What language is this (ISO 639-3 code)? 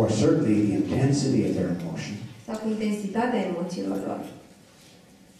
ron